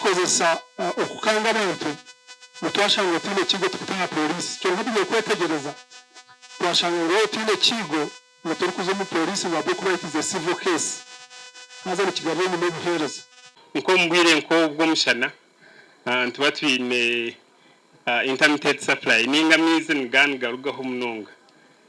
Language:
Nyankole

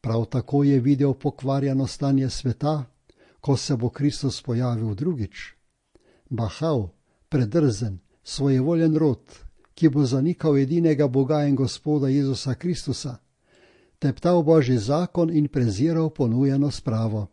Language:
Slovenian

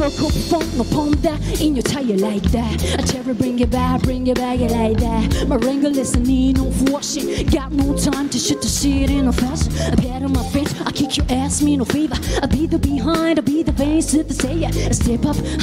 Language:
English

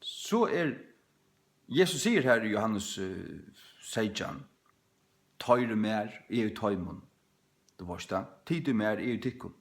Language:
Faroese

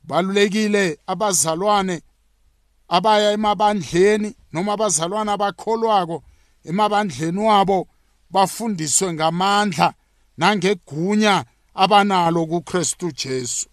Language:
South Ndebele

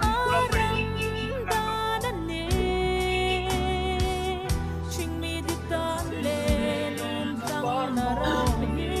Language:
Hmar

